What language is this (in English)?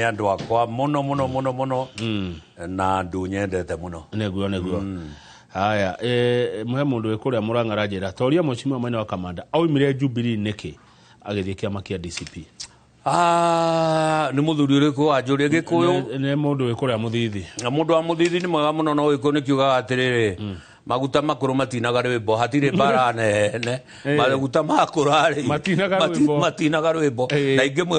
Kikuyu